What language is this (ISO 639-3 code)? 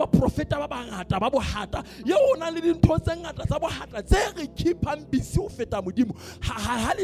sot